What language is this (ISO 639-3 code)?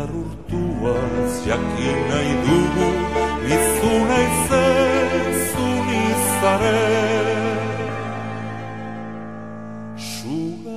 eus